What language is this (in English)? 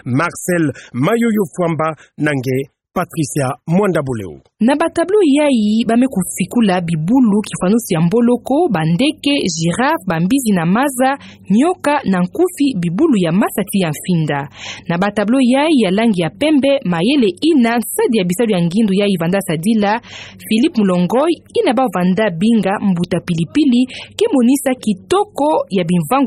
Kituba (Democratic Republic of Congo)